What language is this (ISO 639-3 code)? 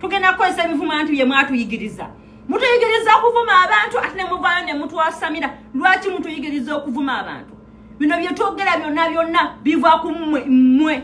lug